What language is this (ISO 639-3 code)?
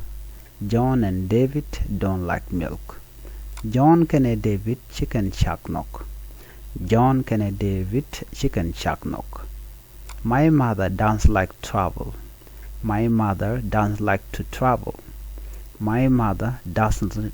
nus